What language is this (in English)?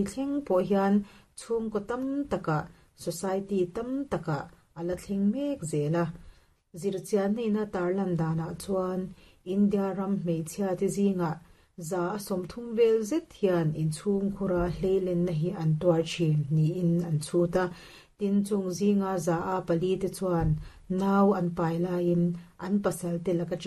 Mizo